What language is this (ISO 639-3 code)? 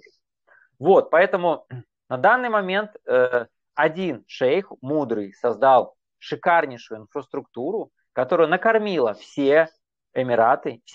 rus